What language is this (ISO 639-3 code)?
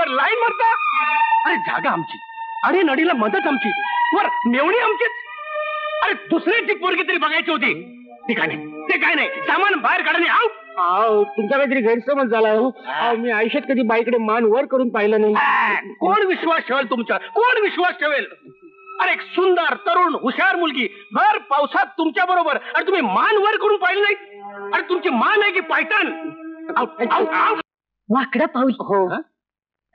mar